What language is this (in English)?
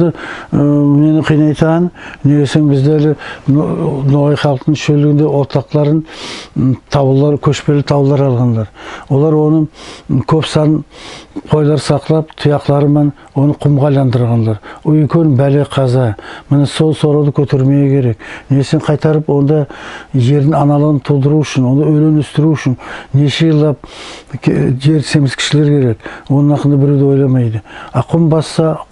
Nogai